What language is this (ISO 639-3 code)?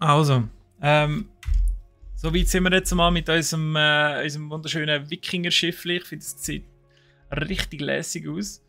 gsw